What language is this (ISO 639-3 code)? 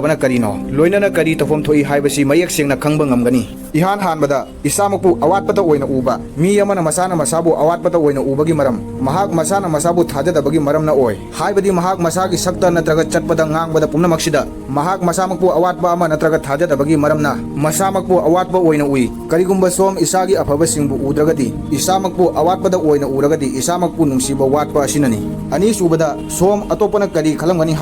mni